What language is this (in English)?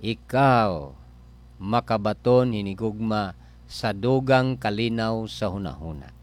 Cebuano